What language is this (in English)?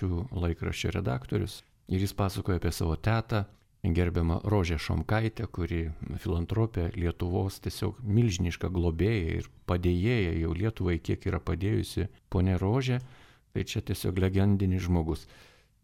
Lithuanian